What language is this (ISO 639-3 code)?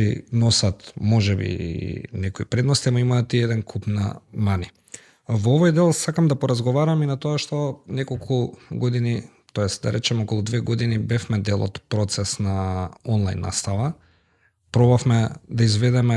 mkd